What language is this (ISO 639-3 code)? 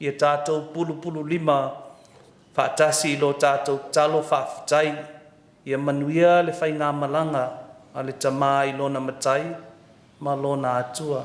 smo